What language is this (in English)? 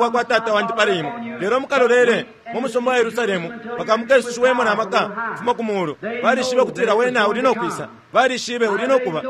Bemba